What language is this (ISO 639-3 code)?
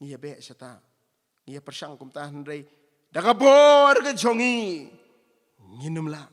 kha